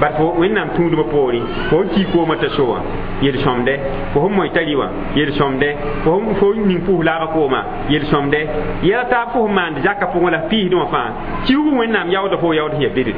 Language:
Mossi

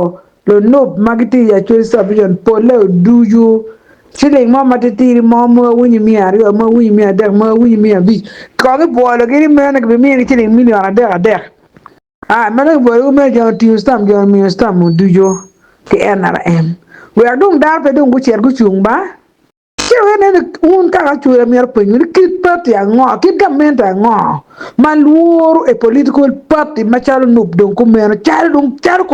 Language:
Acoli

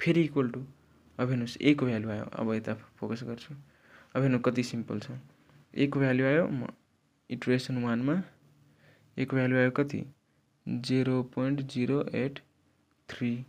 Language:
Nepali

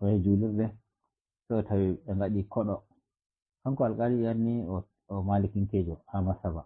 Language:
Fula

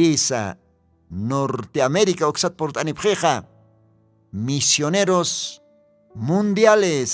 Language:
Aymara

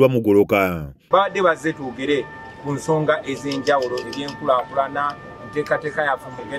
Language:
Ganda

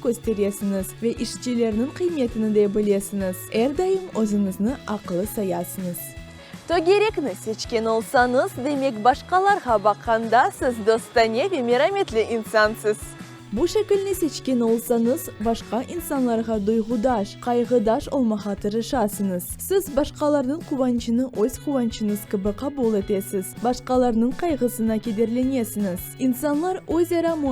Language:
Crimean Tatar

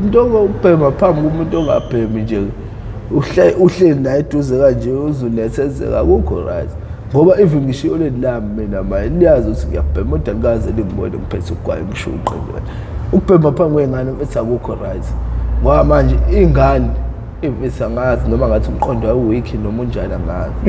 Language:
Zulu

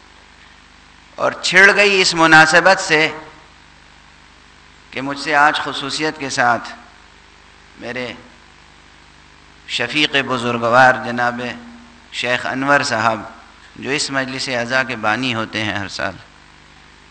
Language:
Urdu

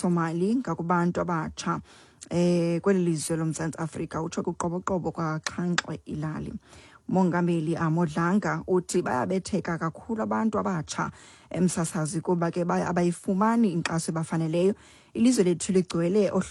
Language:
Xhosa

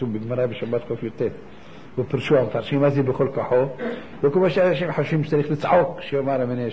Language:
Hebrew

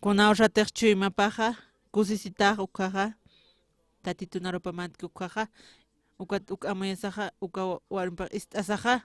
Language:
Aymara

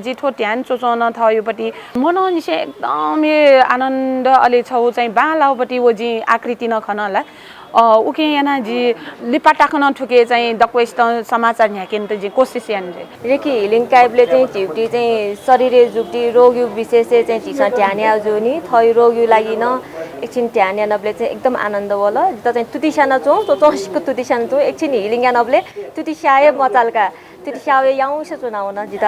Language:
Newari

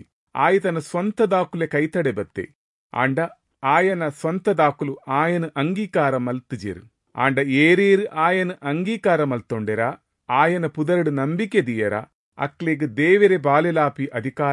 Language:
Tulu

